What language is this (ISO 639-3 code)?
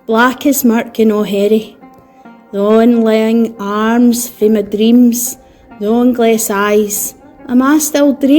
sco